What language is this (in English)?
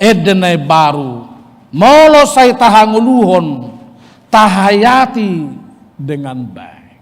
Batak Toba